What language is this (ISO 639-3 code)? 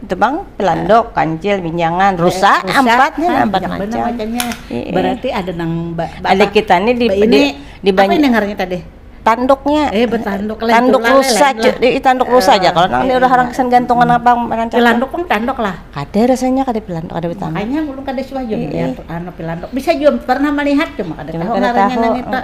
bjn